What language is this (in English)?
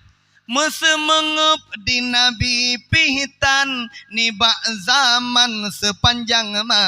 Achinese